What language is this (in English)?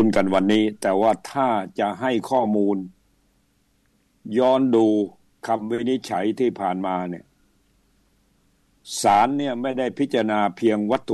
Thai